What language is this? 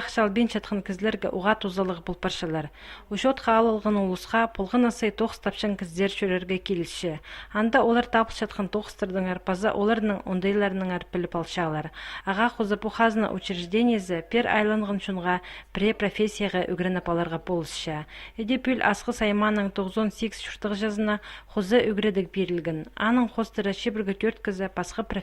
Khakas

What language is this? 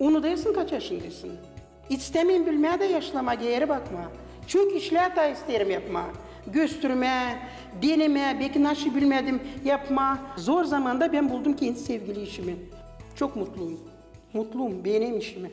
Gagauz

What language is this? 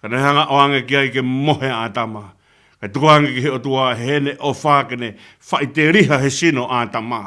Tongan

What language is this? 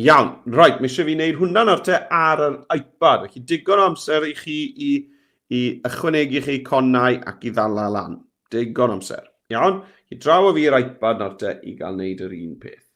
Welsh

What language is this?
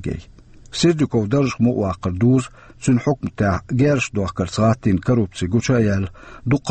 Chechen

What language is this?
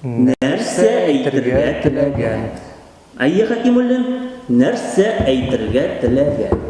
Tatar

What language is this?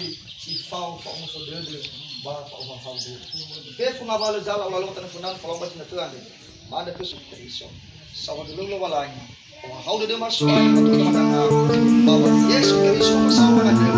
Nias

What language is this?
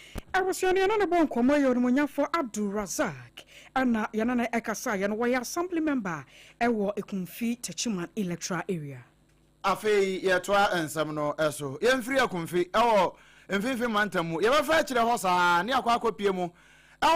Akan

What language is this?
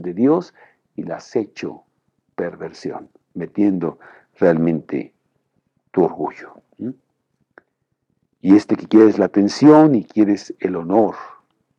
Spanish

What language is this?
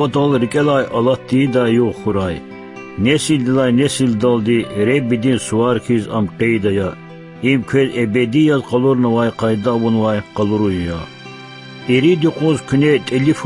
Lezghian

